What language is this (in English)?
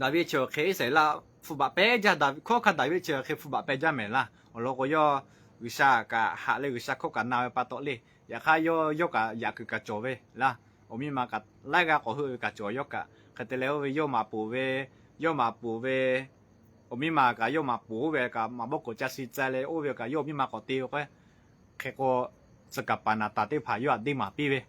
Lahu